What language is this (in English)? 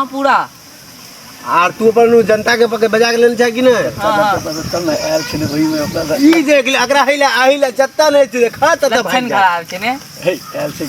Maithili